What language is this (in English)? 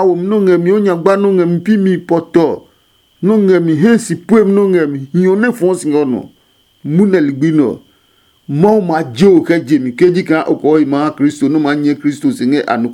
Adangme